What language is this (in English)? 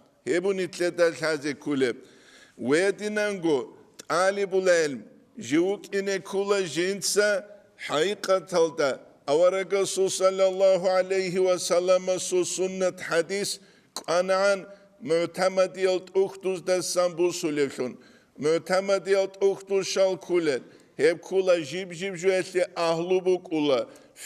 Avaric